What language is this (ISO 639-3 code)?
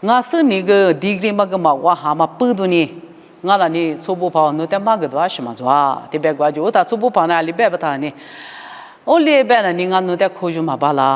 lis